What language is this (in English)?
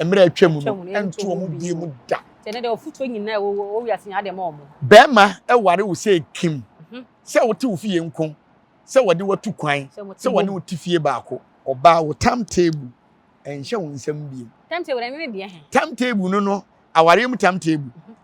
Akan